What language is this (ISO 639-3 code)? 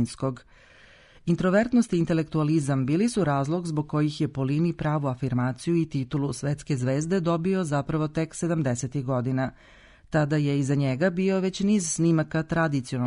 srp